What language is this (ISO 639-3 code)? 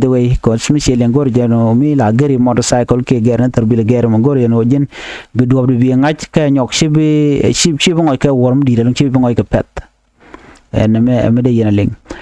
nus